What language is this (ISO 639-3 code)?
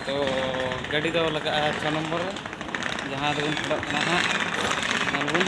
sat